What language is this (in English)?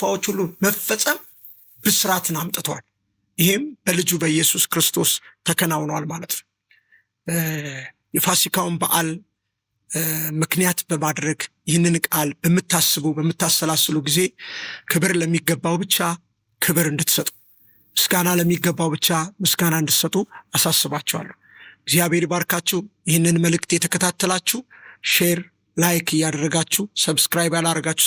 Amharic